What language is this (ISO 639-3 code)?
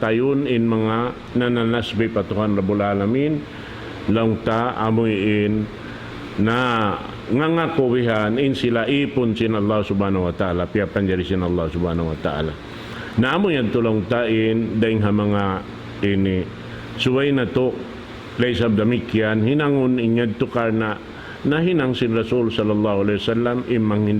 tsg